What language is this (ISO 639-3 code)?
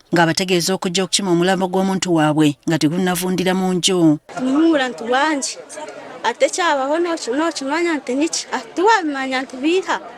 lug